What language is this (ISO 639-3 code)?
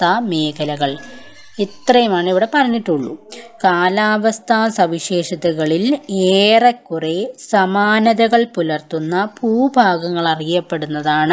mal